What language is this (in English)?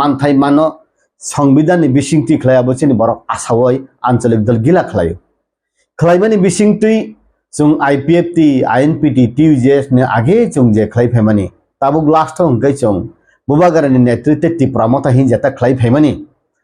Kok Borok